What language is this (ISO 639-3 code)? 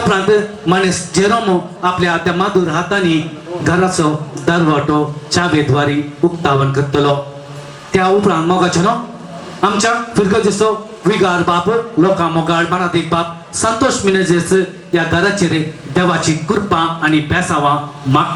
kok